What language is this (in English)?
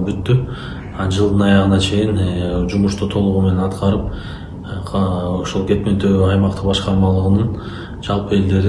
Kyrgyz